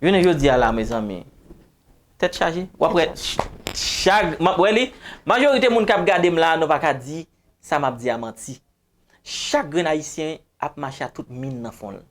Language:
Haitian Creole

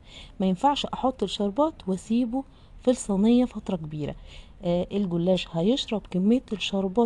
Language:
Egyptian Arabic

